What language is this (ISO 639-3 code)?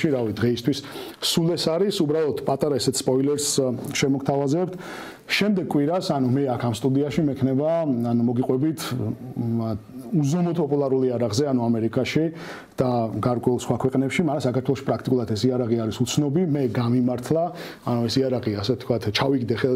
kat